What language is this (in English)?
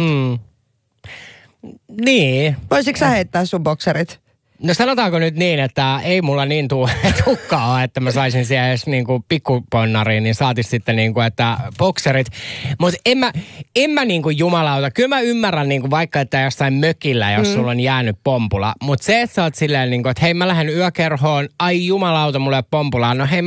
Finnish